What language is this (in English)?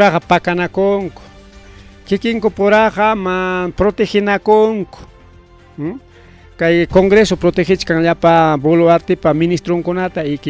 Ayacucho Quechua